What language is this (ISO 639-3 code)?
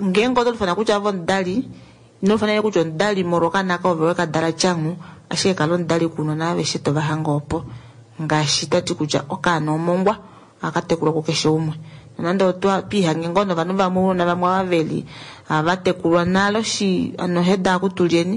kua